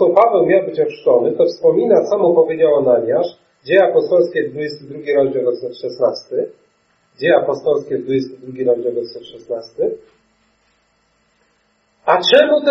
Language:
Polish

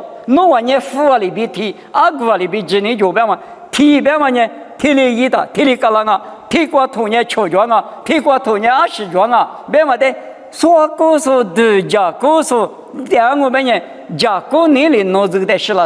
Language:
Lisu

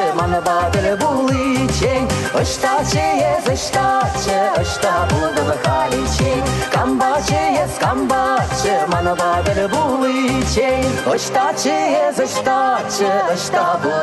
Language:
Chuvash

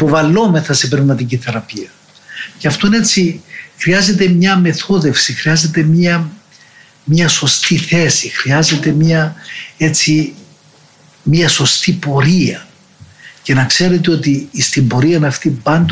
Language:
Greek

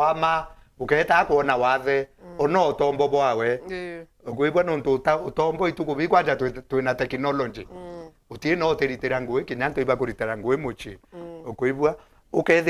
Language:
Meru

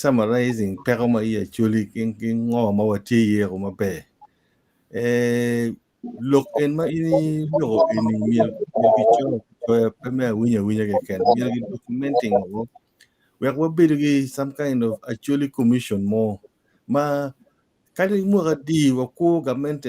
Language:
Acoli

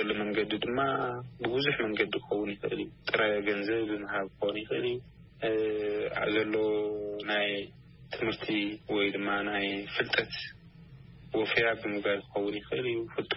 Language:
Tigrinya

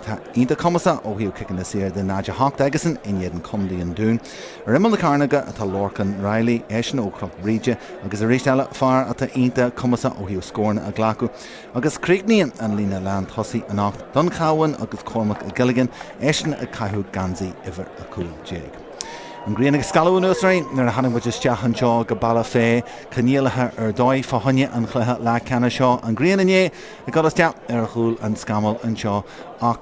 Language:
Irish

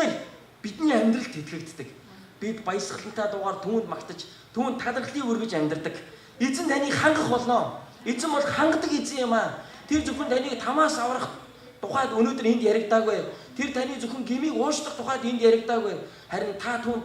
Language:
Mongolian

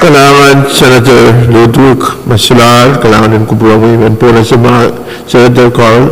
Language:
Pohnpeian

